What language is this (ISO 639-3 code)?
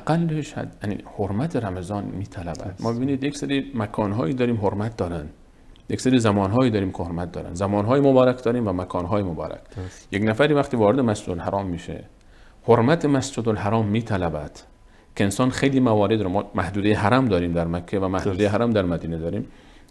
fas